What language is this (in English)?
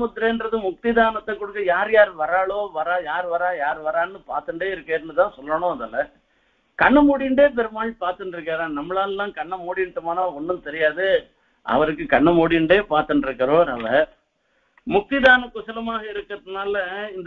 Tamil